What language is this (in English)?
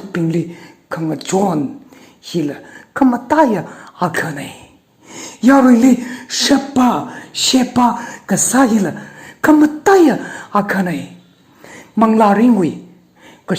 Tangkhul Naga (India)